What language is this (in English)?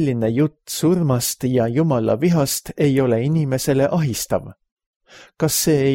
Estonian